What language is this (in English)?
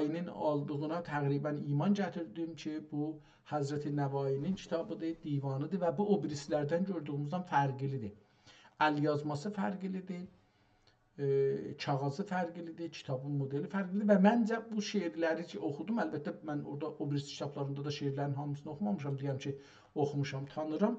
South Azerbaijani